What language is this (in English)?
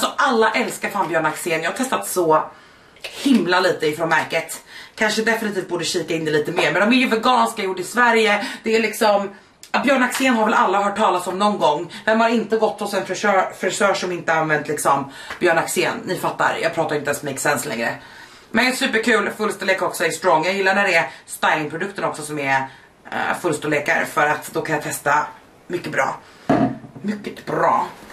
Swedish